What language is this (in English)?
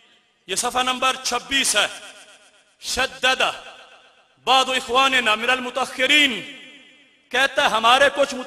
Urdu